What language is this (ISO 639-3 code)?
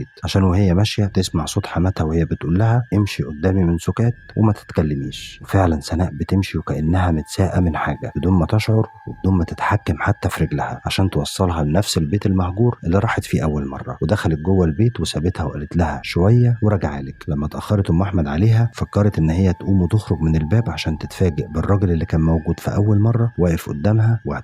arz